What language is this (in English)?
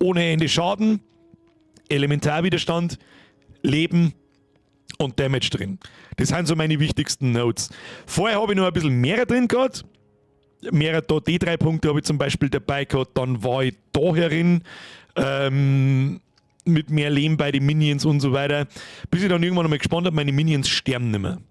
Bavarian